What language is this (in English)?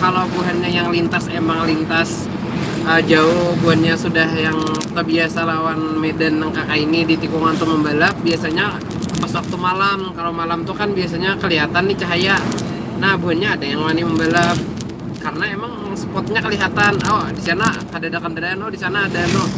Banjar